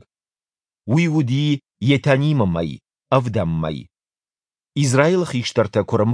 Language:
Ossetic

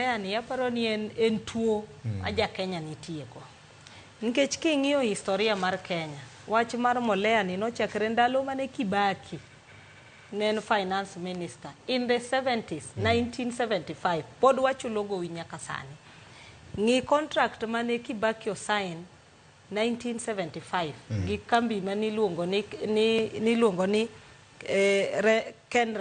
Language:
Luo (Kenya and Tanzania)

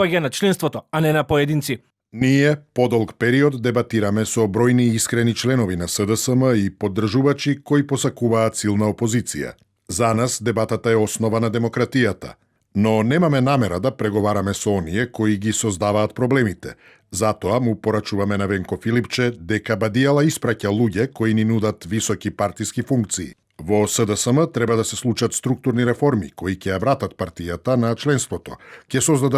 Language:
Macedonian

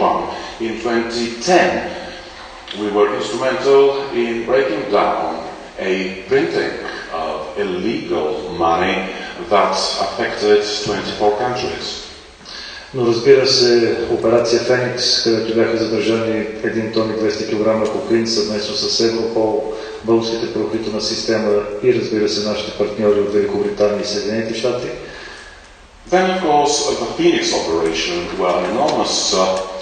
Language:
Bulgarian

